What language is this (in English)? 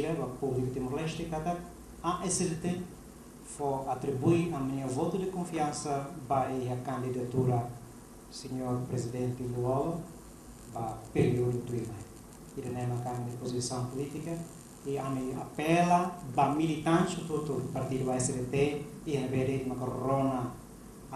Tetum